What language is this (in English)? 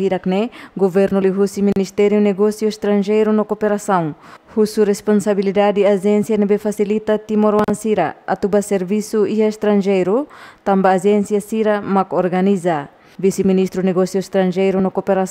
Tetum